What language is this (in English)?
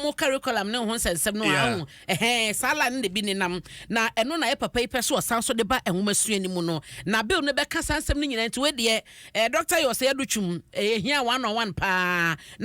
Akan